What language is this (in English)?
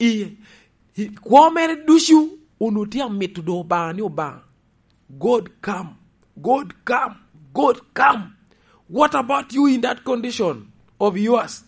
Lango (Uganda)